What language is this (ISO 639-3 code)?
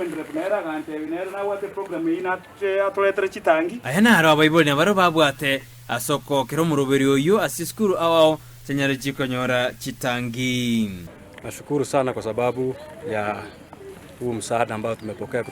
guz